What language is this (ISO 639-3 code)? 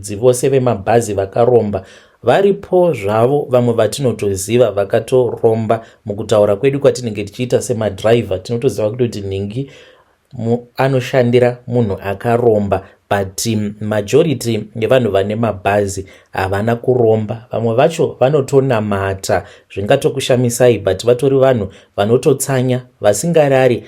sna